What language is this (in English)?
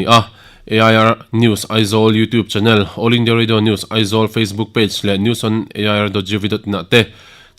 Mizo